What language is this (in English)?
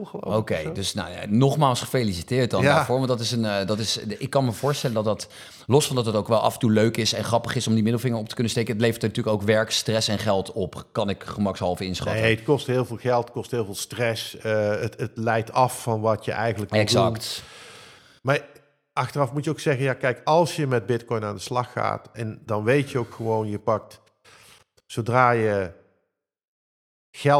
Dutch